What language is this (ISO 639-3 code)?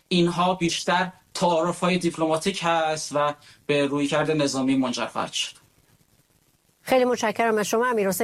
fas